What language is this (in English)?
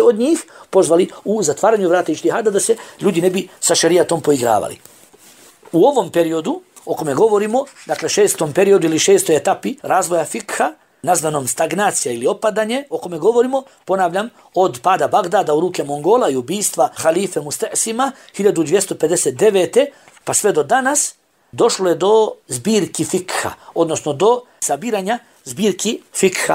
Bosnian